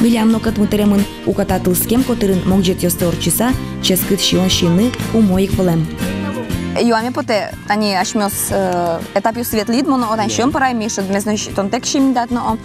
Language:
Udmurt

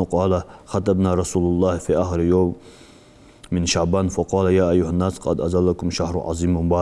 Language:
Ingush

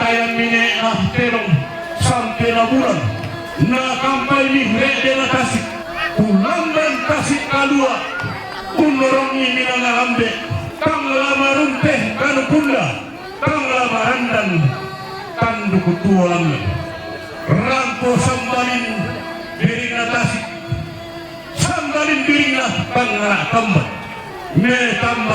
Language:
Toraja-Sa'dan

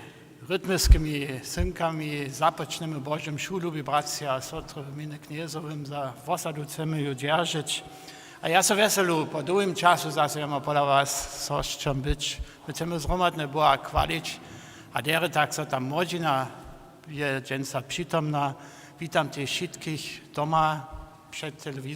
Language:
Upper Sorbian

